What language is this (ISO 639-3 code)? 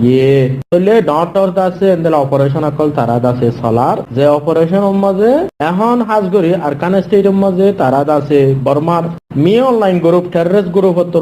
rhg